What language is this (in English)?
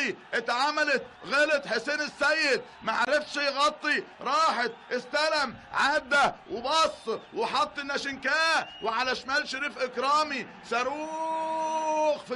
Egyptian Arabic